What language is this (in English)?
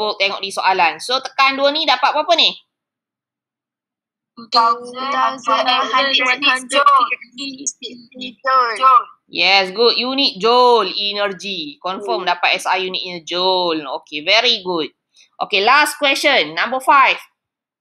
Malay